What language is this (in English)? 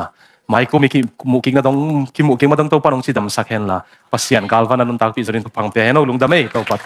Tedim Chin